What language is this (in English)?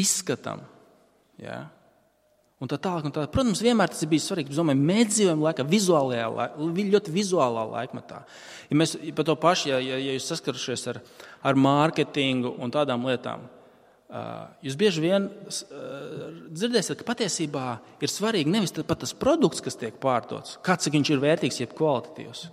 Latvian